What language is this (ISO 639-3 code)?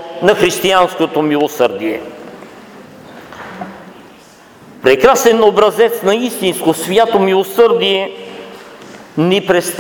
bul